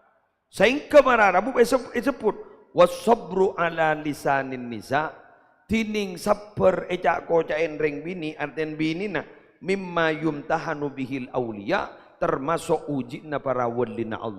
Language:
Madurese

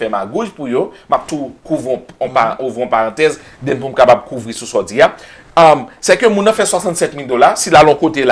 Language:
Haitian Creole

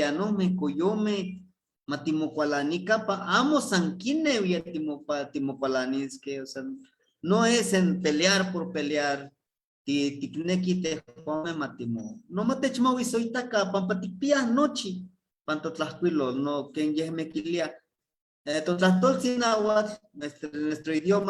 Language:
Eastern Huasteca Nahuatl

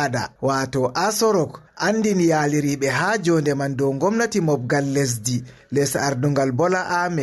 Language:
Fula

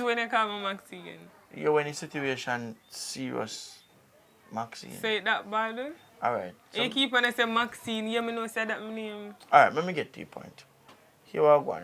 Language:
Jamaican Creole English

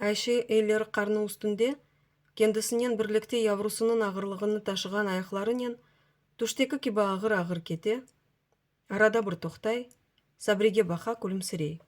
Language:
Crimean Tatar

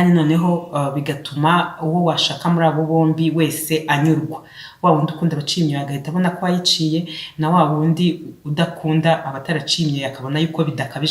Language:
Kinyarwanda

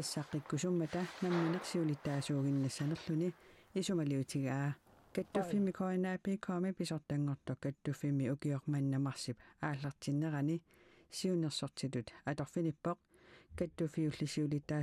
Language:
Kalaallisut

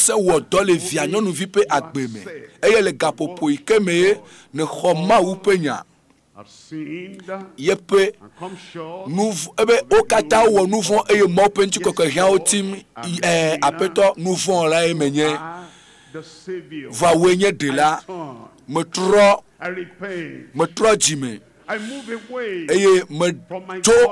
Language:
Ewe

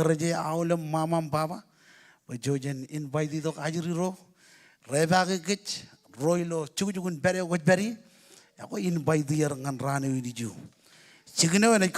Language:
Marshallese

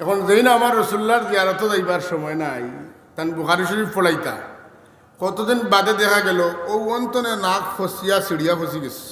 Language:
Sylheti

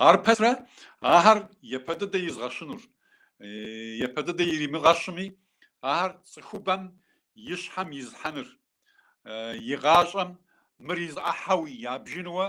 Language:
Kabardian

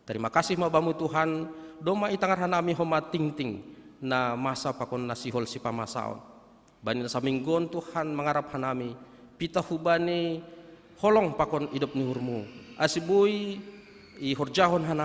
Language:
Batak Simalungun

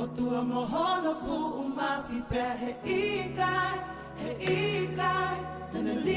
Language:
Tongan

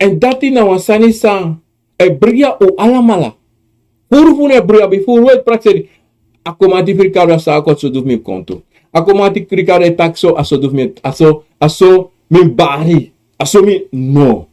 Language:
Sranan Tongo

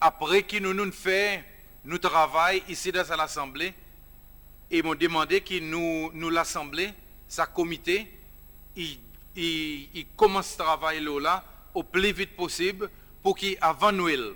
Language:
Seselwa Creole French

